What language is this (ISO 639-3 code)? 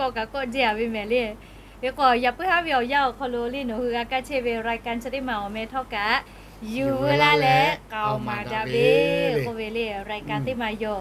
lhu